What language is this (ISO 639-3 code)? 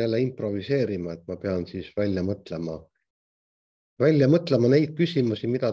est